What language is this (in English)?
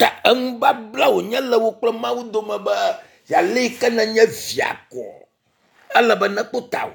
Ewe